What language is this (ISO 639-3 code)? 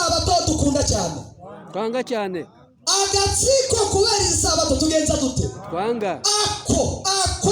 kin